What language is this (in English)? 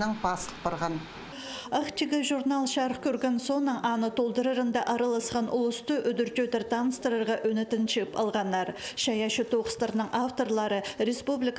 Khakas